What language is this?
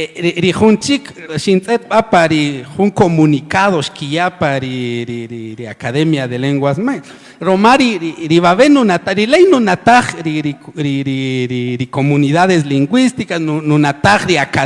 Kaqchikel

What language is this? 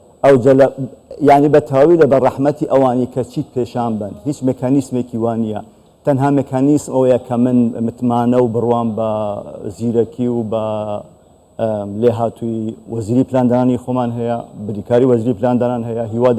Central Kurdish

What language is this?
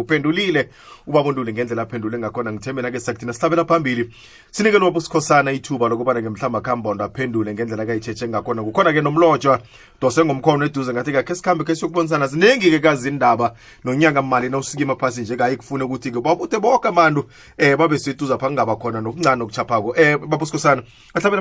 South Ndebele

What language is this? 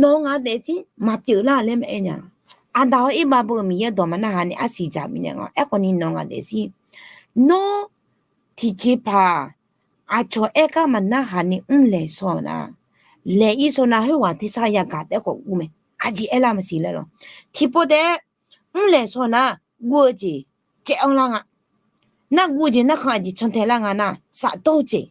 Akha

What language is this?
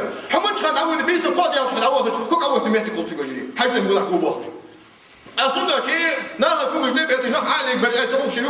Ingush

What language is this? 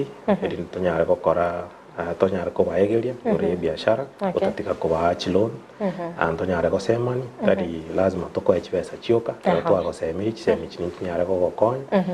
Gusii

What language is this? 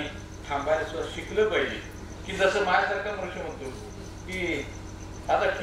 Marathi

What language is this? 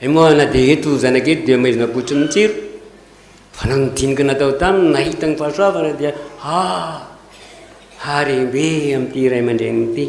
Malagasy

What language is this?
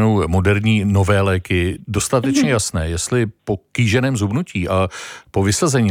Czech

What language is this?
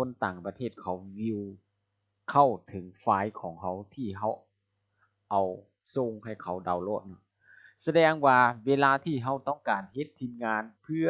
Lao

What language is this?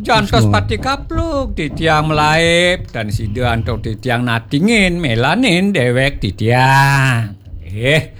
Balinese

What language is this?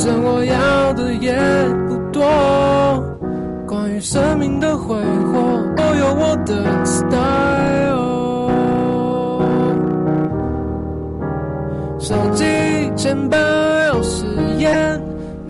Chinese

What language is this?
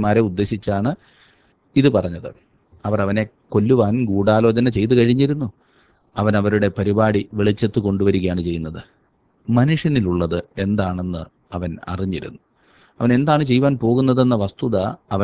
Malayalam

